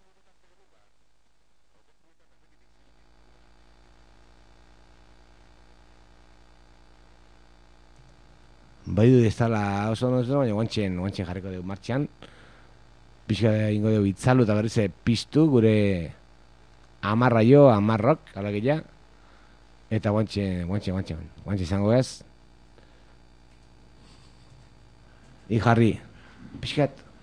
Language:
Basque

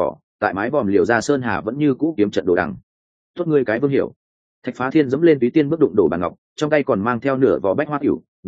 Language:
Vietnamese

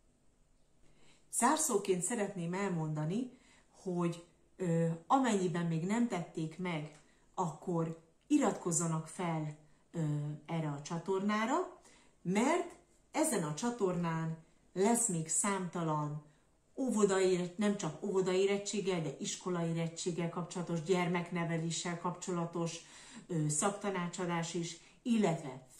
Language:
Hungarian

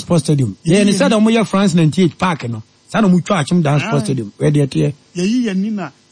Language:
Akan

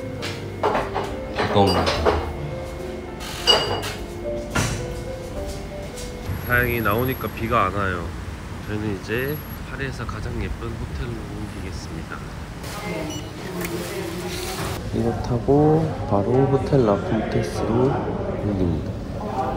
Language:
Korean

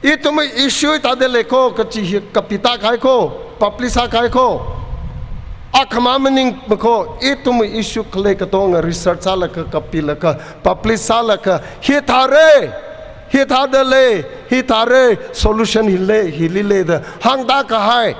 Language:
Tangkhul Naga (India)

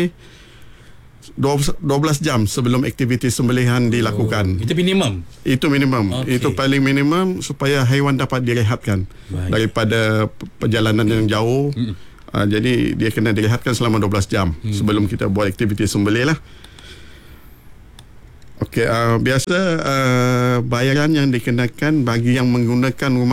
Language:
Malay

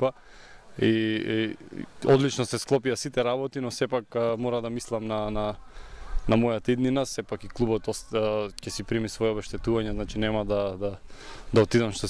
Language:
Macedonian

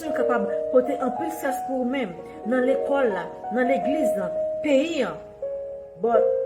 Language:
Haitian Creole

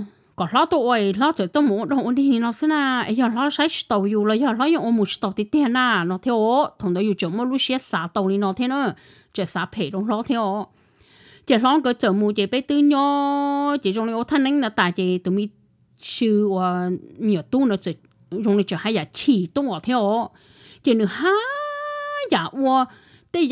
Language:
Hmong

